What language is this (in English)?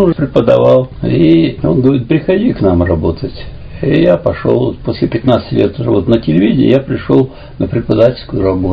Russian